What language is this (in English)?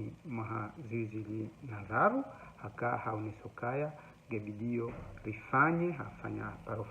Ngazidja Comorian